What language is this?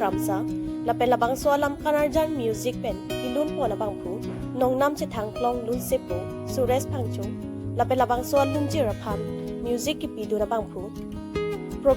Karbi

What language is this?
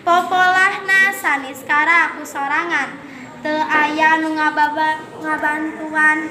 Sundanese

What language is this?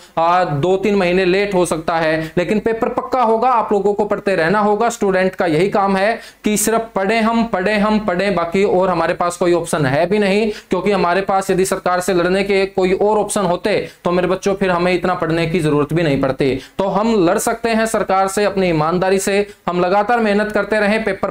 Hindi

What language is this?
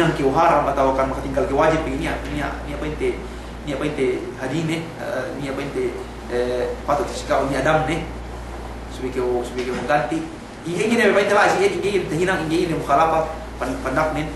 Yakan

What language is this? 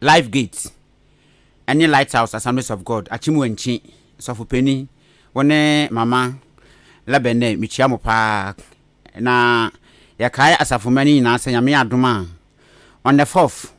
Akan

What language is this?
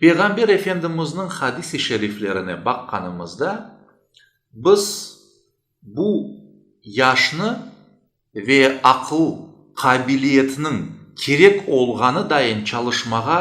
Crimean Tatar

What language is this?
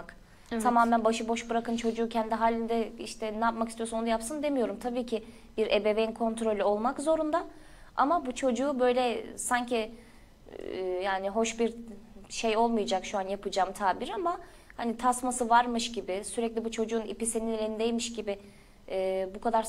Turkish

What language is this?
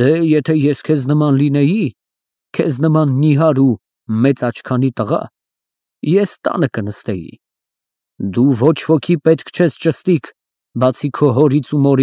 Armenian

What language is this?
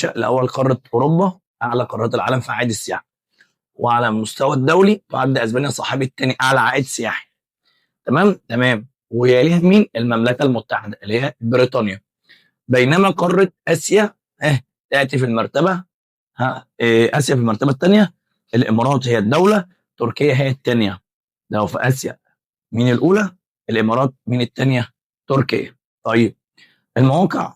Egyptian Arabic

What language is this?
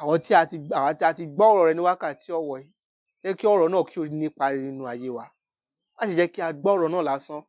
Yoruba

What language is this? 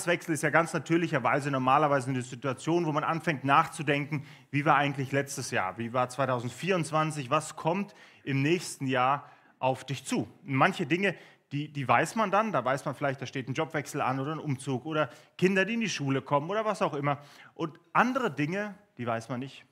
Swiss German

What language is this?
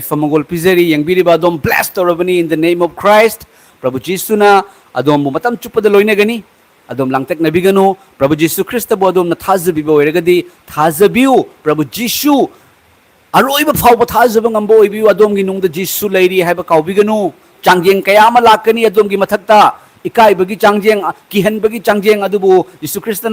Manipuri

